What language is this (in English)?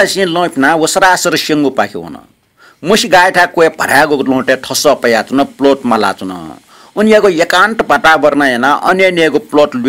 Newari